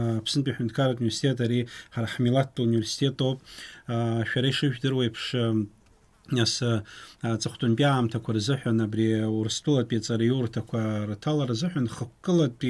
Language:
Abkhazian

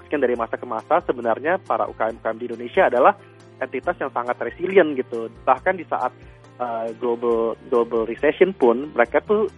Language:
Indonesian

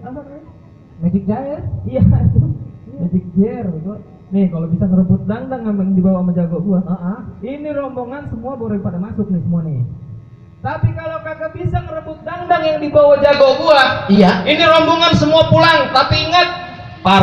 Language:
Betawi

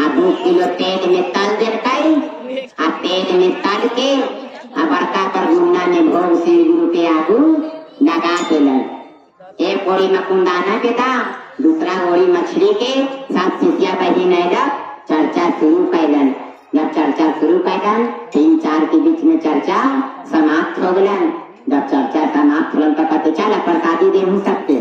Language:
Magahi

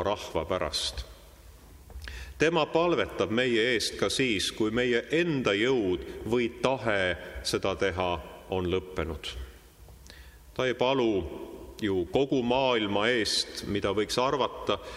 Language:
Estonian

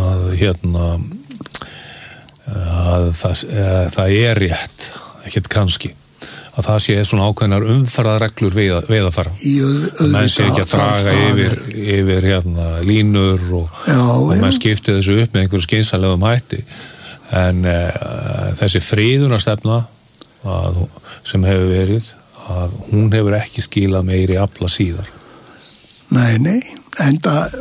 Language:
Icelandic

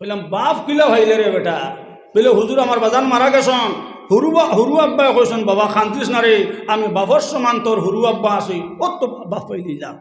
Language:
Sylheti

